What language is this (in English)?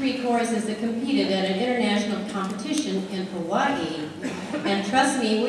English